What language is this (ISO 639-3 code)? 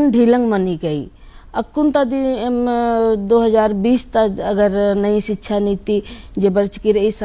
kru